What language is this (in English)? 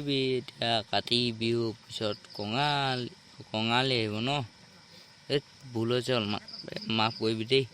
Assamese